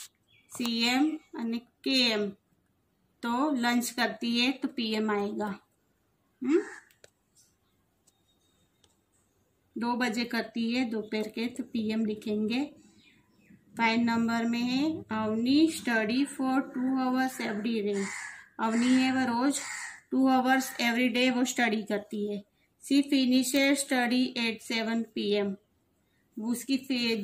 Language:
Hindi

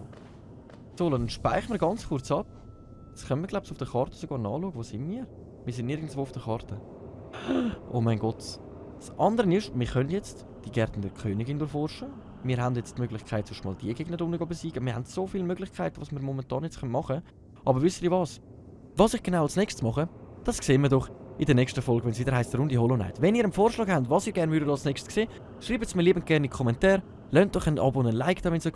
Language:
Swiss German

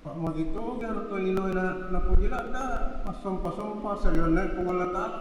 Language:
Buginese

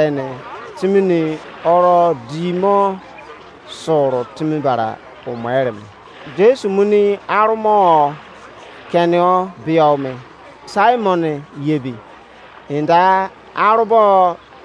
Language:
Izon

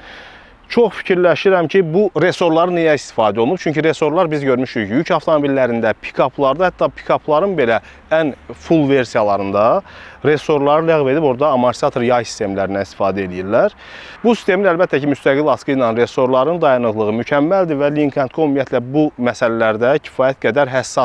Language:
Azerbaijani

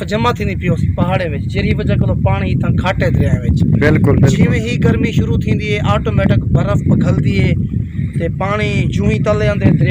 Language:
Saraiki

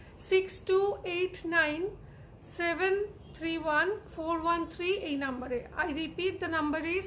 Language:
Bangla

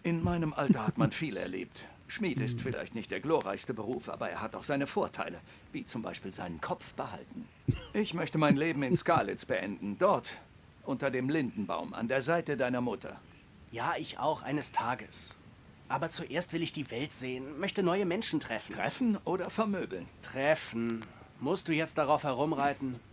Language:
Swiss German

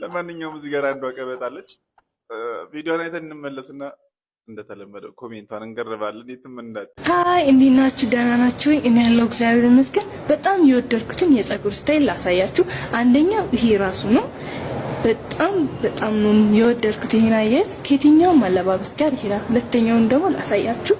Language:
Amharic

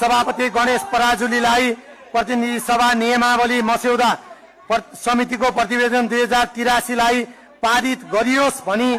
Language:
Nepali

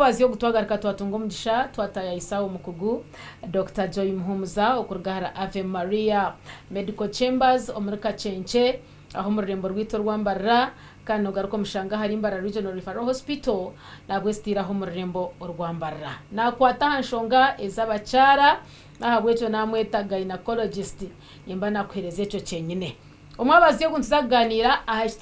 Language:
Nyankole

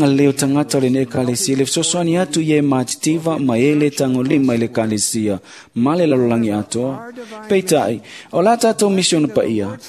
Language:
Samoan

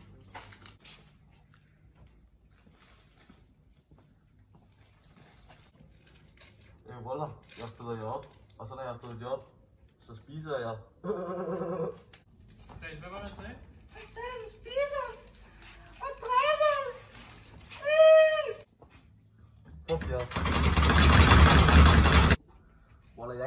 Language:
Danish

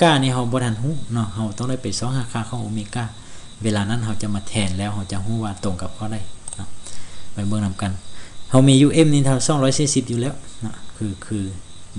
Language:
Lao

